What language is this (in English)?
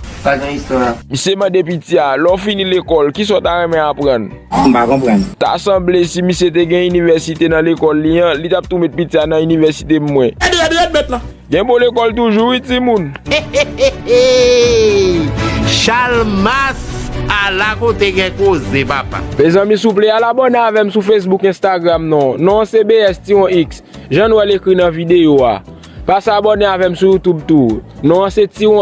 Haitian Creole